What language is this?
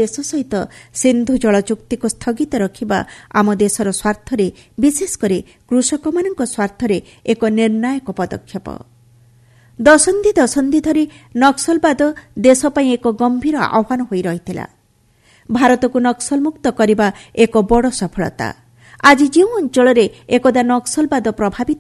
Odia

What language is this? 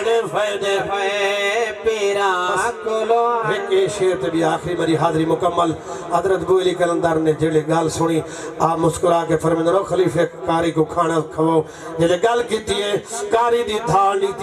Saraiki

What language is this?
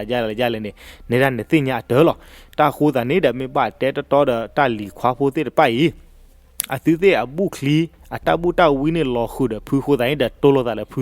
S'gaw Karen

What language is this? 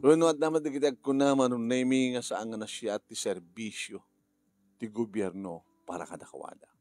Iloko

